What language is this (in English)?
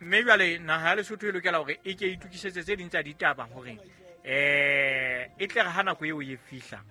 Southern Sotho